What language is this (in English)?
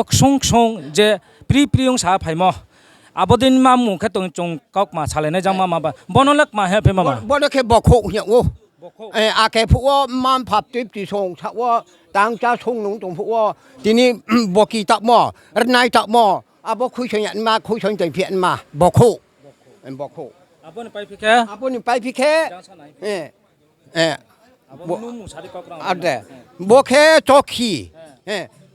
Riang (India)